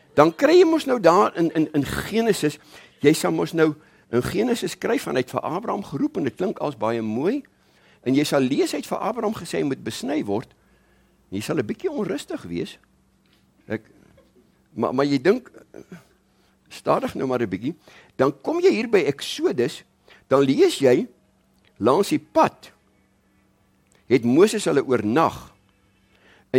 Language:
Afrikaans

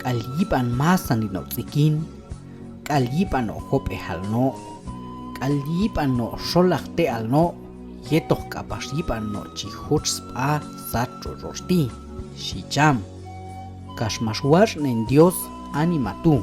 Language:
Q'anjob'al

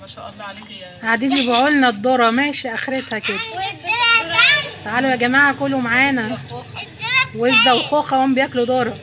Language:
Egyptian Arabic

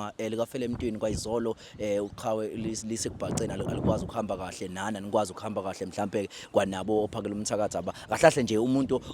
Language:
Zulu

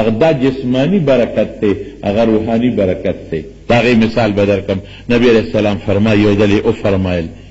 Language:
Pashto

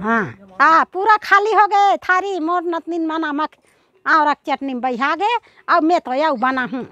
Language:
Chhattisgarhi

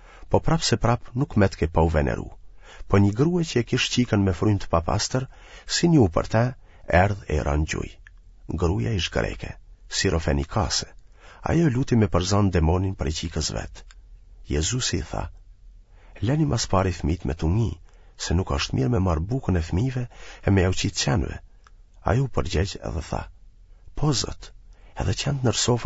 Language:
Albanian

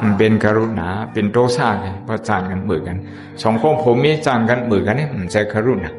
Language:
Shan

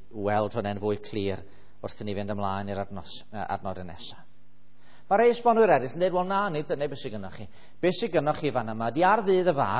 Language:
Welsh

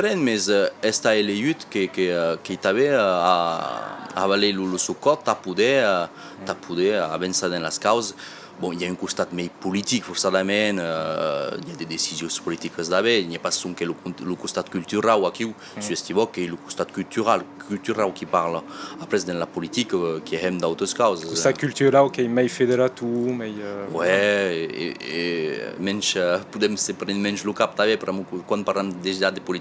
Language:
Occitan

